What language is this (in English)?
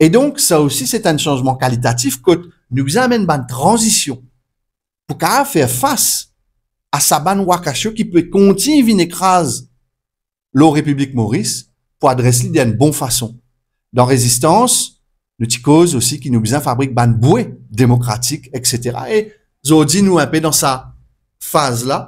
Morisyen